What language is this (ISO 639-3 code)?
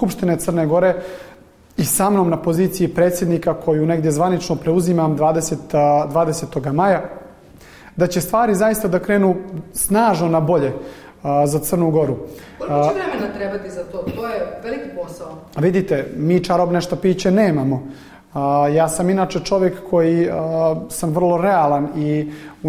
srp